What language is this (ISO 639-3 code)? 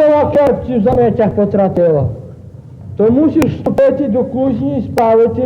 rue